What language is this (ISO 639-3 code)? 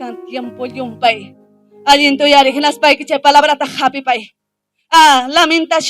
quy